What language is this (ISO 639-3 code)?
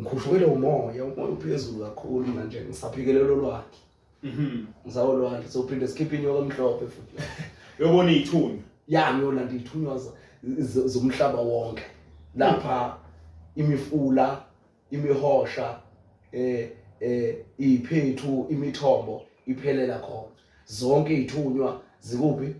zul